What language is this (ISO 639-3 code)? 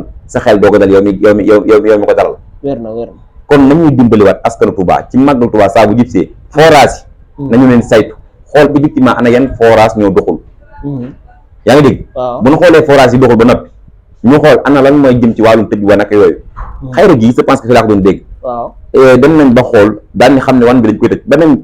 wol